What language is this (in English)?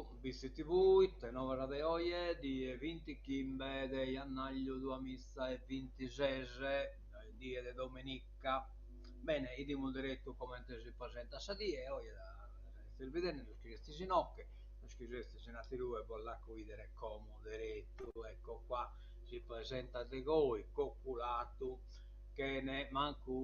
Sardinian